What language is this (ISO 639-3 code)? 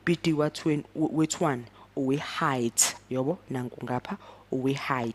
zul